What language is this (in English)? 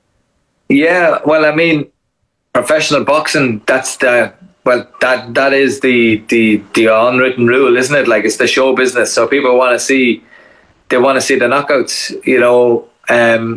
English